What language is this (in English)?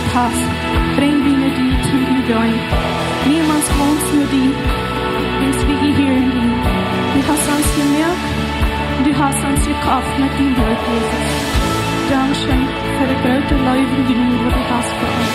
Plautdietsch